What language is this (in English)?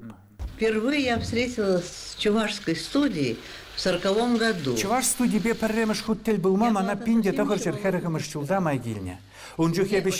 Chuvash